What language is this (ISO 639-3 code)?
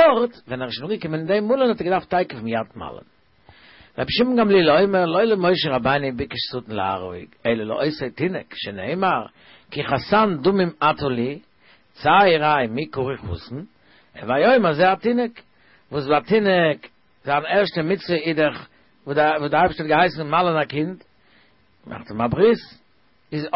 yid